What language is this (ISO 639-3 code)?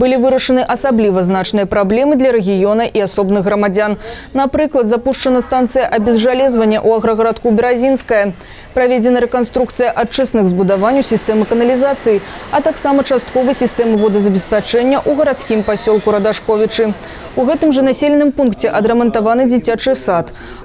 bel